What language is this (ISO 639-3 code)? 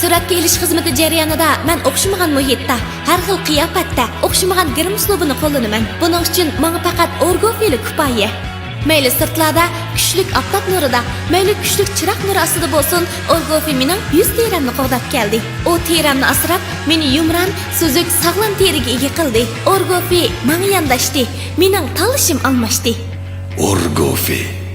uig